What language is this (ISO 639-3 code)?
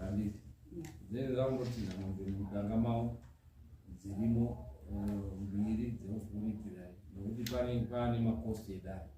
sna